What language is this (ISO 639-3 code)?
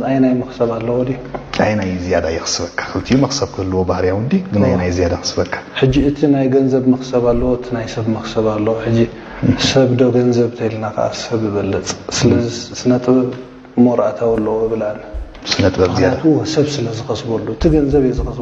tir